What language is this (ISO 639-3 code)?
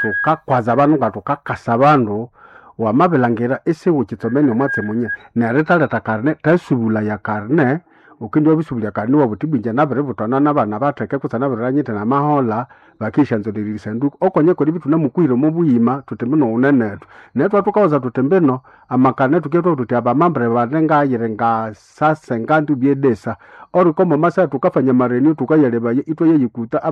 nnb